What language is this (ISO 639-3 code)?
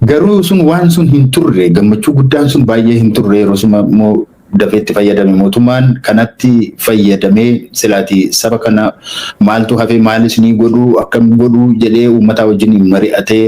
orm